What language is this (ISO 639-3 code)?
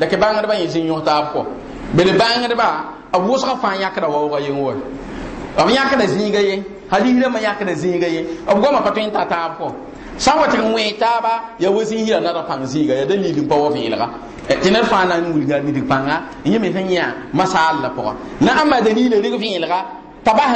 mos